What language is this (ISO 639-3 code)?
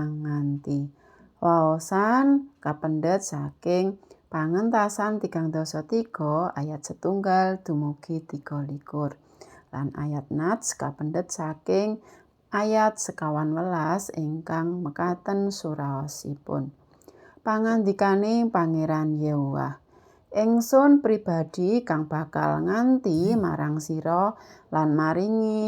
jav